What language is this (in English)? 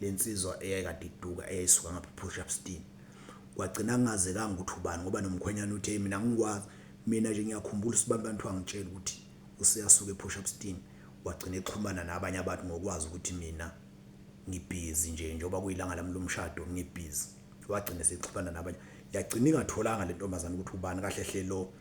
Zulu